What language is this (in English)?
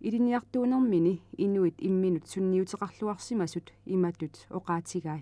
Kalaallisut